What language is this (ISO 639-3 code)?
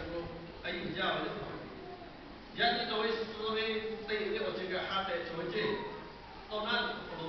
lhu